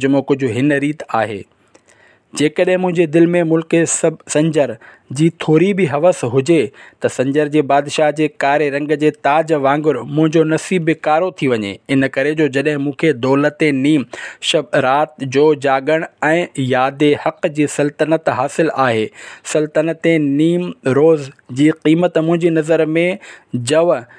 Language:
Sindhi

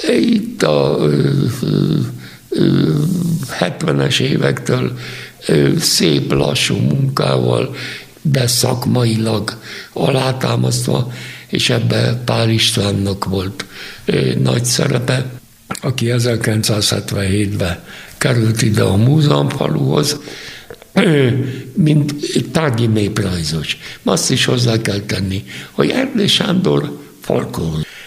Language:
Hungarian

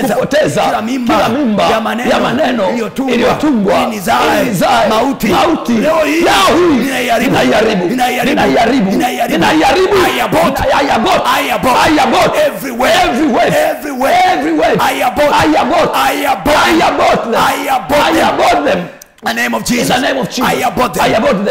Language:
Swahili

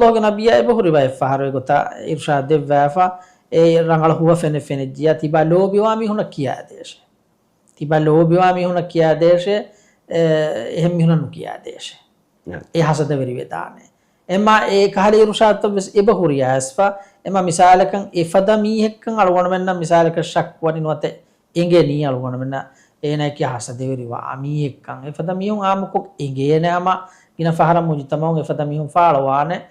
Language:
Divehi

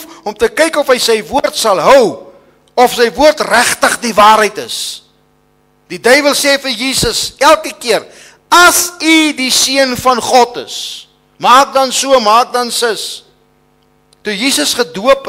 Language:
Afrikaans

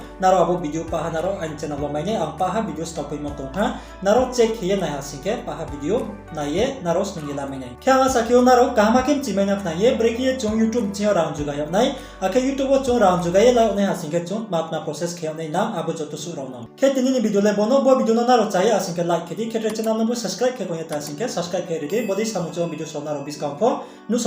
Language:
Riang (India)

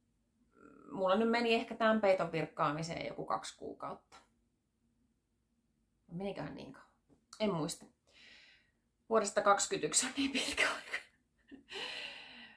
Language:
Finnish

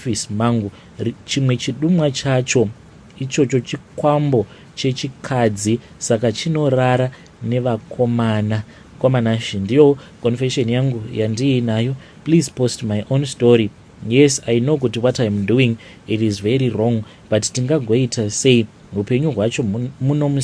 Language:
Shona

